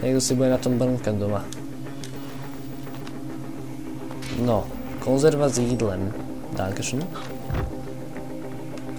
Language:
Slovak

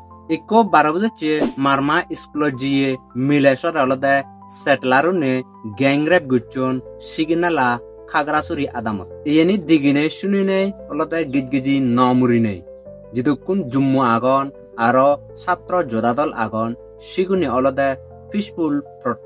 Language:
Chakma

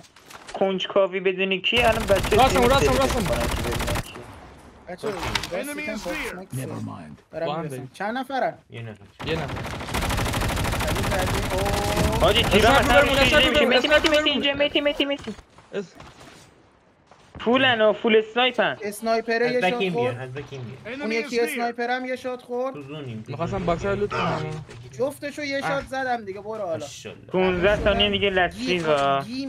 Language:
Persian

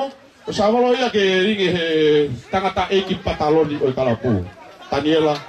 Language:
Tongan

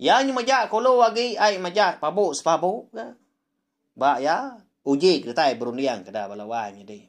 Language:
Iban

